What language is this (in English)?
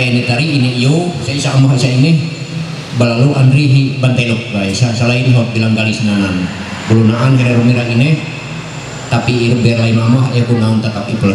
Ma'anyan